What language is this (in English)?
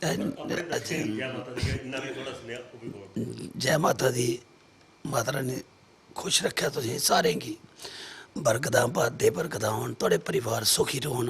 Dogri